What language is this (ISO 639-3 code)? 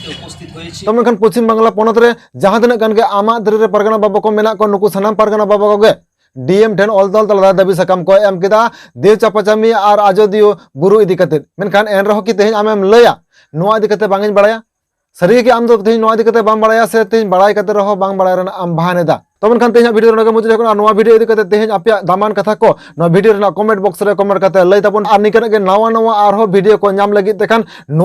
sat